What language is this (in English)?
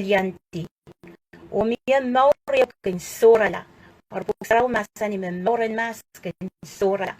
Pohnpeian